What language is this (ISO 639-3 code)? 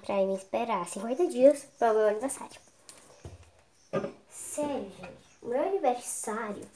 por